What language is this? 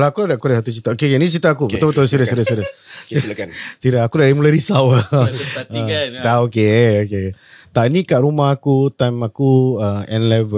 Malay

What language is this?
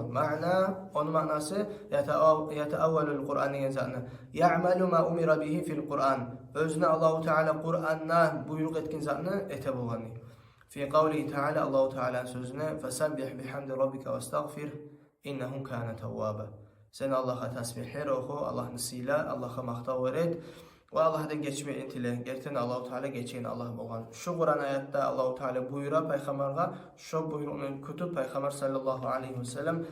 Kumyk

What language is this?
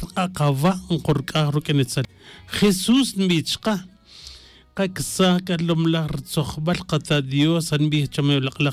Tz'utujil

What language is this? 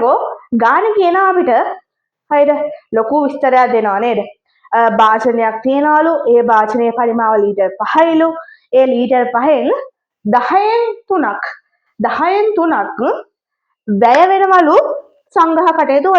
Sinhala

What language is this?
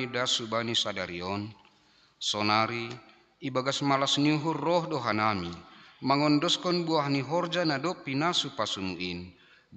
Batak Simalungun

